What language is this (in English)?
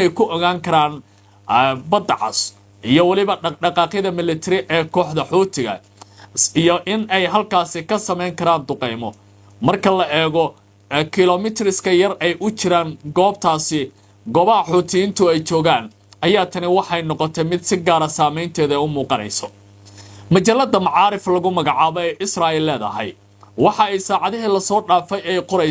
Somali